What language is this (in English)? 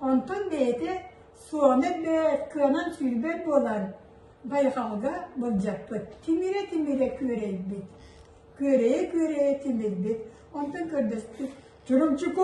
Yakut